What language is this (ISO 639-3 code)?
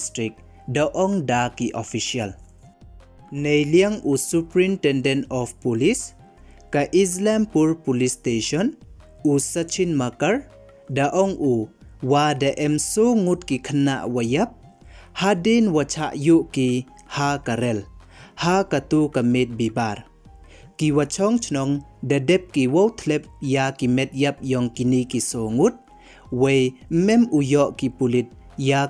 pbv